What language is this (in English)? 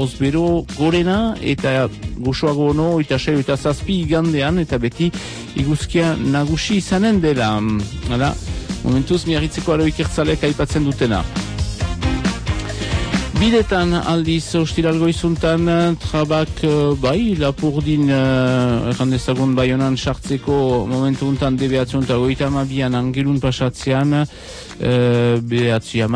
Basque